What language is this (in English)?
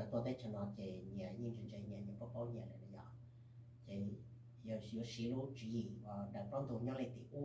Hmong